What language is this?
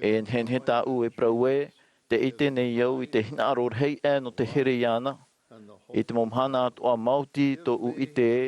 Tahitian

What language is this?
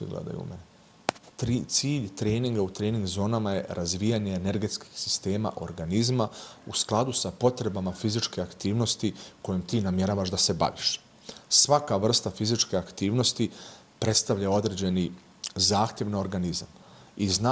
Bosnian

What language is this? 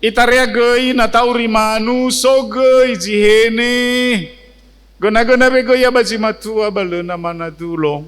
Nias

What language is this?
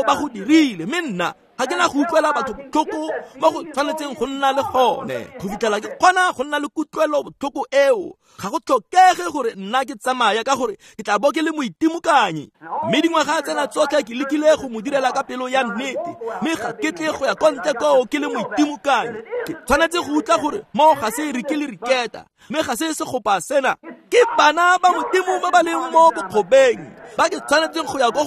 Tswana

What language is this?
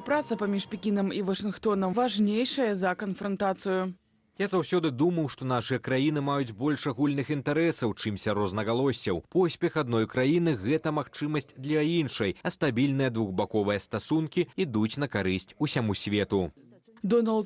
Belarusian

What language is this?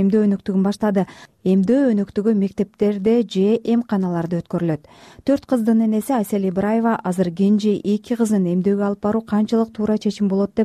Kyrgyz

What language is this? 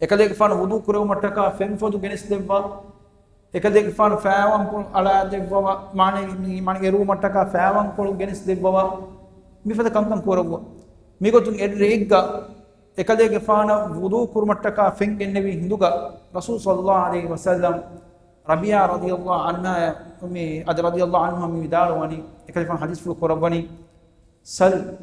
Divehi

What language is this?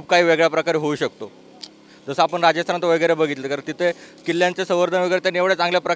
Marathi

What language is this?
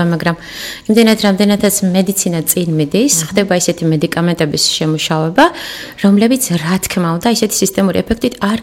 Georgian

